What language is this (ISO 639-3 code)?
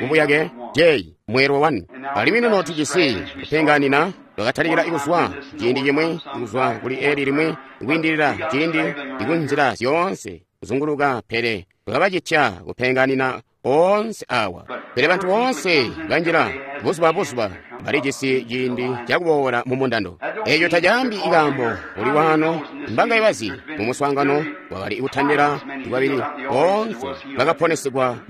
toi